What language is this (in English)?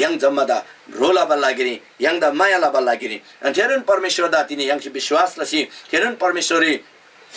Eastern Tamang